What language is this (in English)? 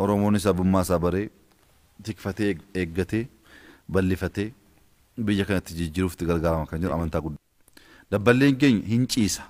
Oromo